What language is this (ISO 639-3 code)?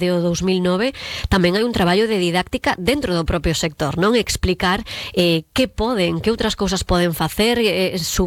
glg